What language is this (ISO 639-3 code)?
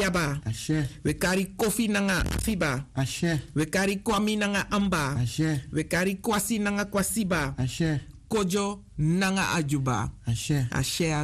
srn